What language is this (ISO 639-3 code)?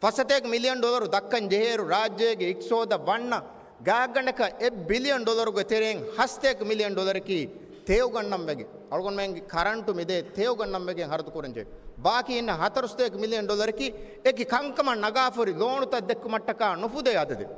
div